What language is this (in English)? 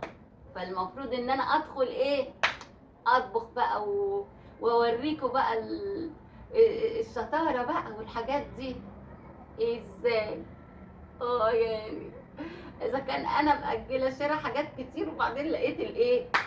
Egyptian Arabic